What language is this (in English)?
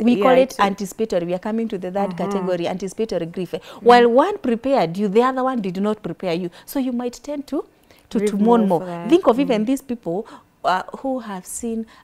English